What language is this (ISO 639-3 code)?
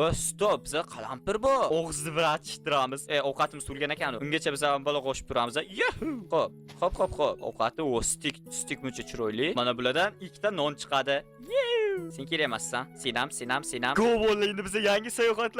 uzb